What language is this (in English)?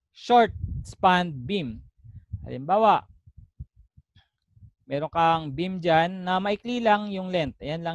Filipino